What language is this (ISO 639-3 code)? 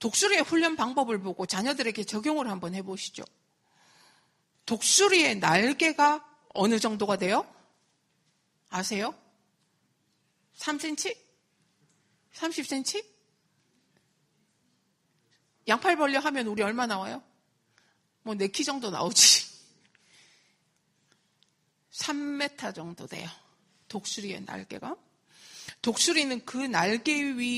kor